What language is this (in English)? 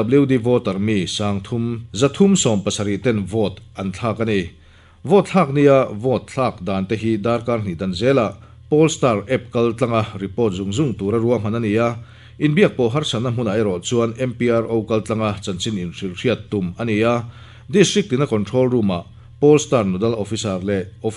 Mizo